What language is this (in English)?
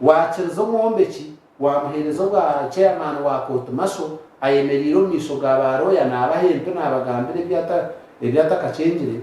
Nyankole